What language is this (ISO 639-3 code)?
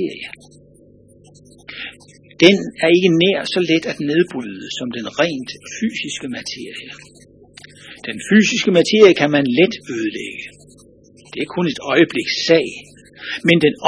dan